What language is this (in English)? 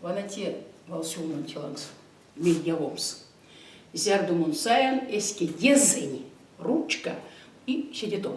Erzya